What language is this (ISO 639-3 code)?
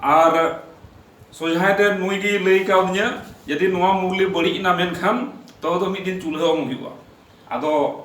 sat